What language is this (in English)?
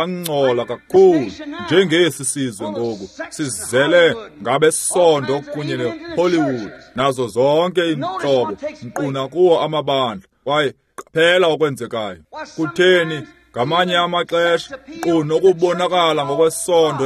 Xhosa